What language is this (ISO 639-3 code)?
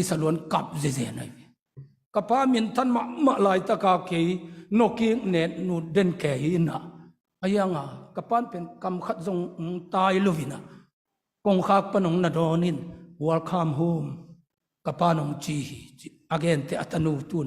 ctd